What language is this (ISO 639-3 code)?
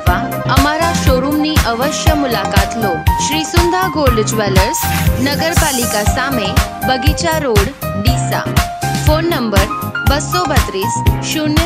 guj